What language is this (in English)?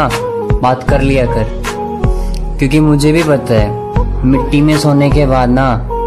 Hindi